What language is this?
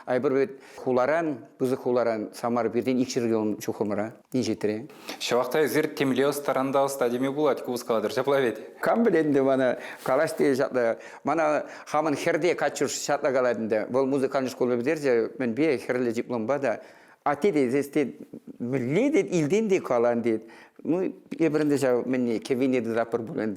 Chuvash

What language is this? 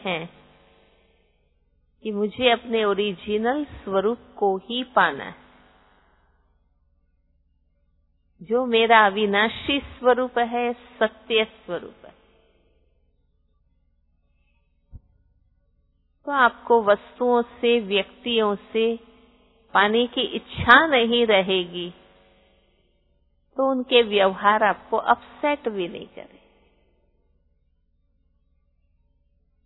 Hindi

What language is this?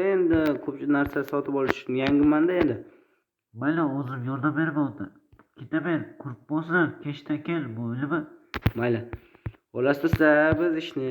Uzbek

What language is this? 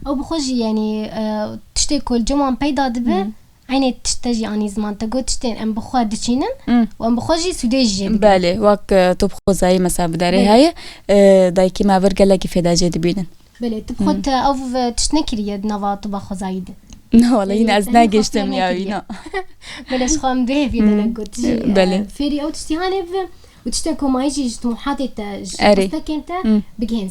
Kurdish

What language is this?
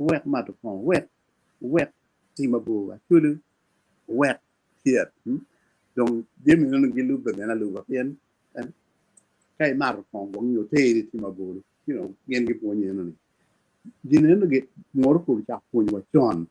Acoli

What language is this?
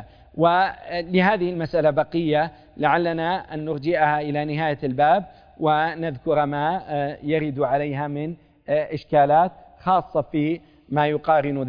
Arabic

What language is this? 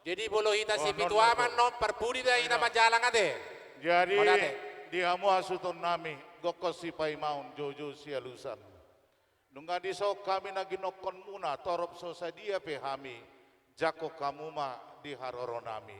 Batak Toba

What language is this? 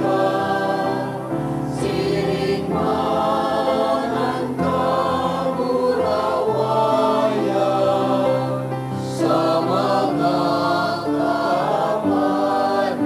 Bikol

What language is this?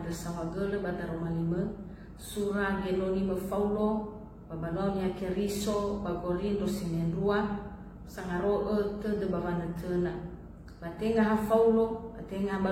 Nias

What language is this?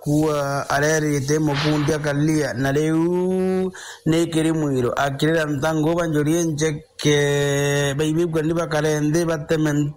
Meru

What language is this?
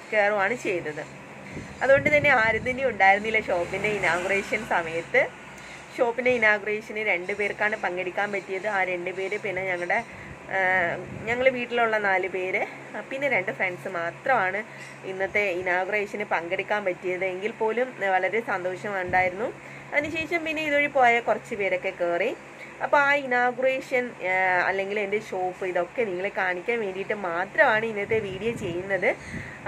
Malayalam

